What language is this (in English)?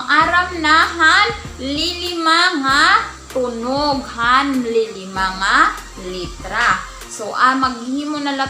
Waray